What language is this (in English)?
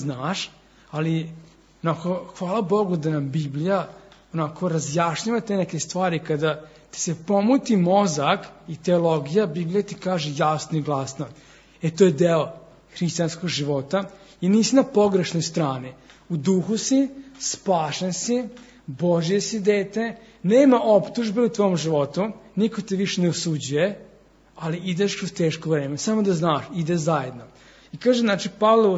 Serbian